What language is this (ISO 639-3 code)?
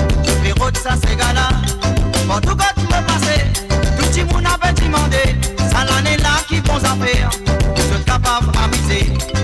mfe